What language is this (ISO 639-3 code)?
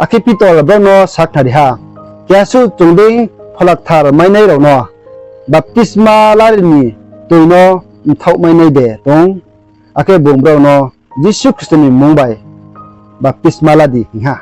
ria